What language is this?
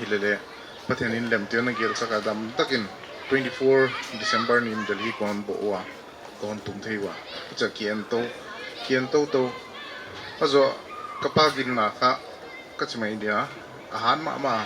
Paite Chin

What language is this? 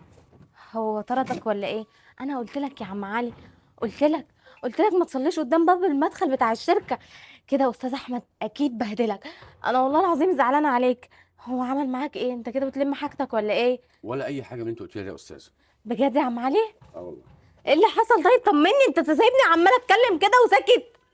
Egyptian Arabic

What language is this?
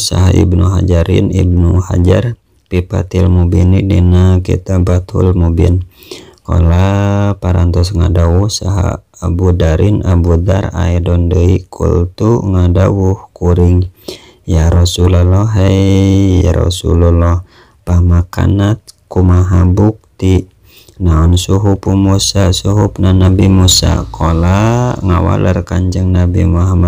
Sundanese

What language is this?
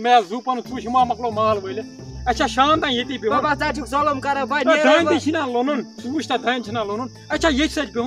Kashmiri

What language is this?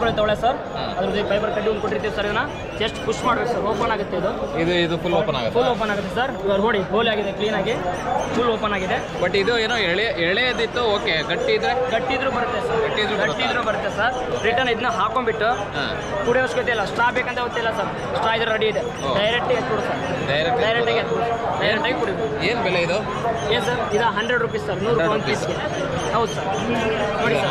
Kannada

